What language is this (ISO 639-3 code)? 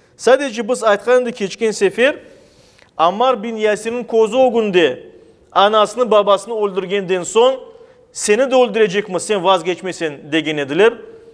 crh